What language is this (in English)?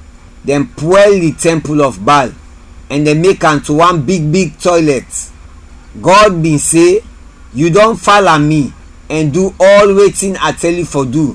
Krio